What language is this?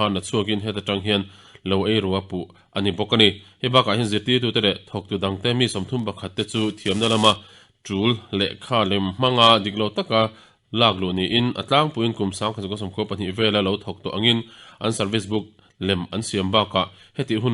Mizo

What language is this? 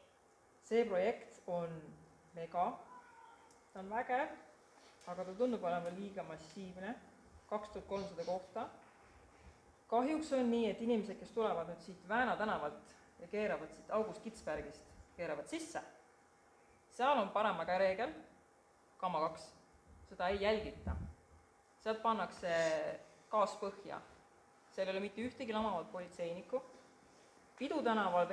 Estonian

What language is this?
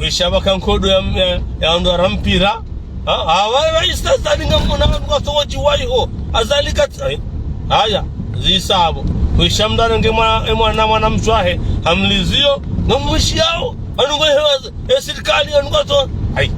Ngazidja Comorian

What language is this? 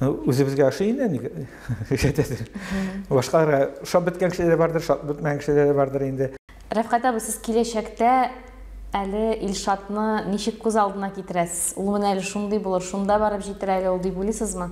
Tatar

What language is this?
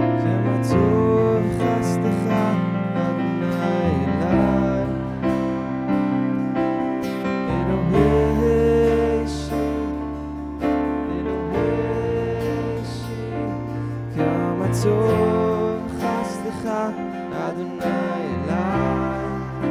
Hebrew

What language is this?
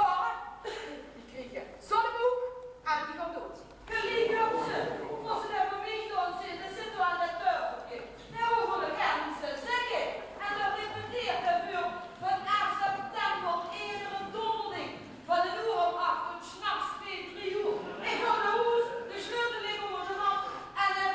Limburgish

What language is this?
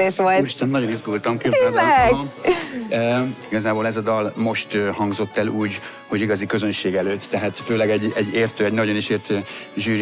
Hungarian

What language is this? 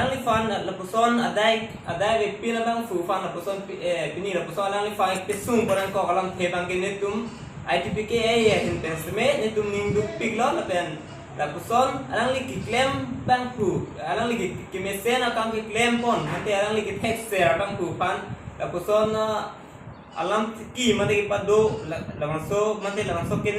Karbi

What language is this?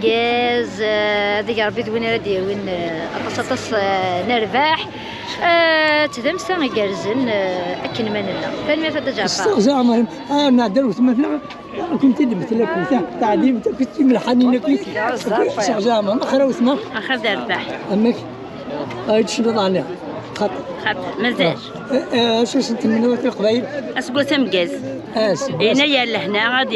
Kabyle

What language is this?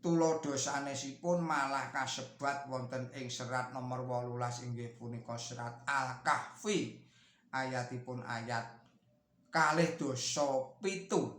Javanese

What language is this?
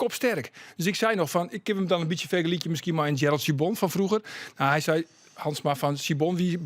Western Frisian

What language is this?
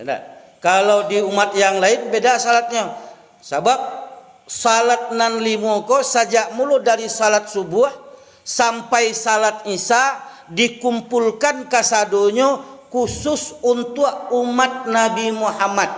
Minangkabau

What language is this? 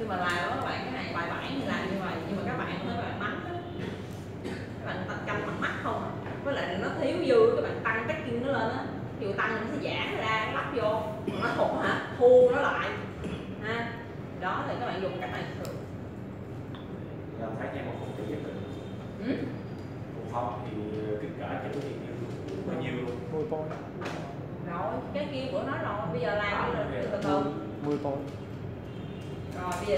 Vietnamese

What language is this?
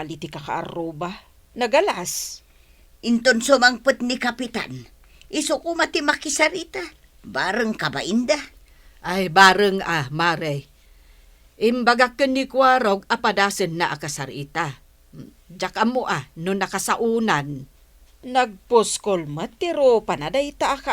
Iloko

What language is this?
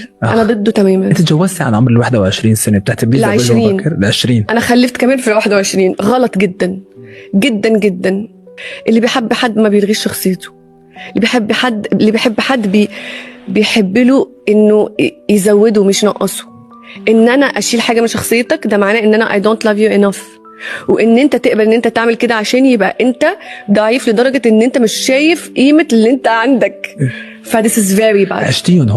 Egyptian Arabic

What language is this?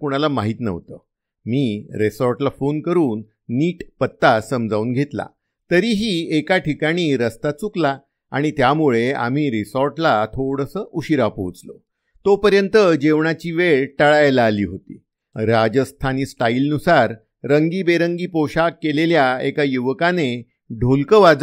Marathi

